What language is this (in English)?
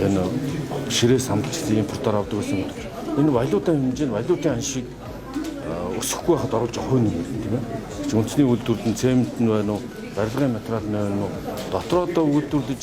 Mongolian